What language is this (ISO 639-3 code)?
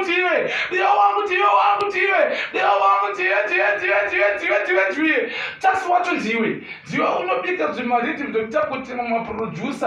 sna